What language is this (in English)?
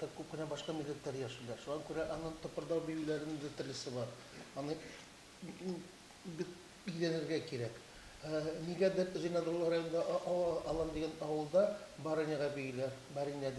Tatar